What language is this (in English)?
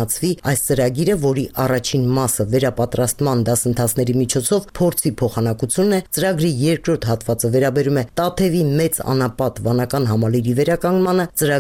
Armenian